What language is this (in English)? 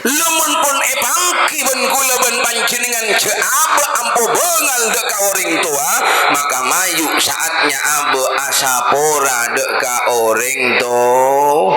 Madurese